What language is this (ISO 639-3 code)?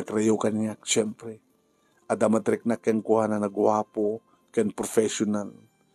ilo